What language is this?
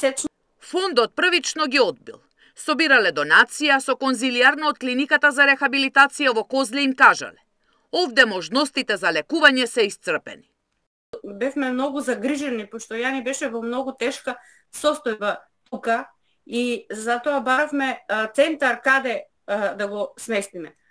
Macedonian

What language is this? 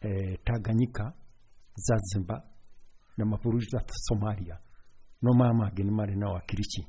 Kikuyu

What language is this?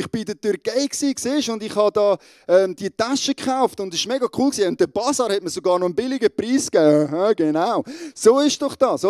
Swiss German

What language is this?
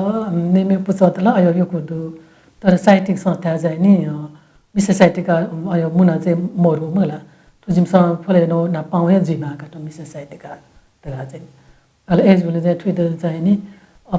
Newari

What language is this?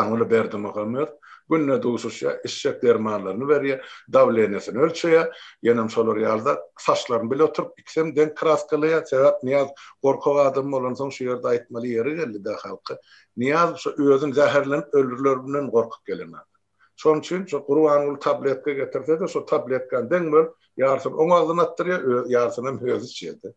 Turkmen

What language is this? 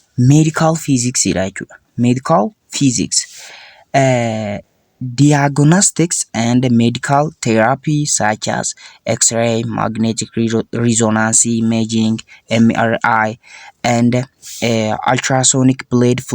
Oromo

